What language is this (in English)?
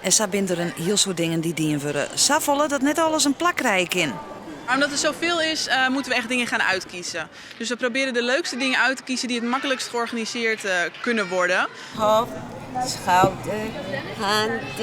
Western Frisian